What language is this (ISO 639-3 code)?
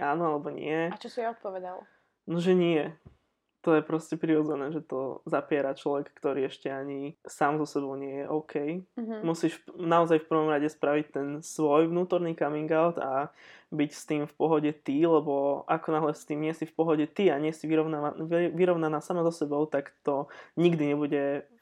slk